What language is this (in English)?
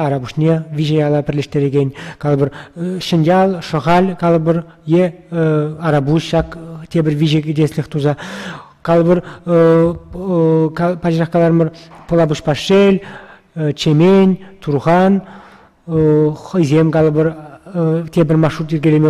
Chuvash